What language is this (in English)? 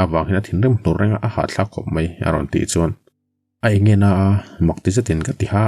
Mizo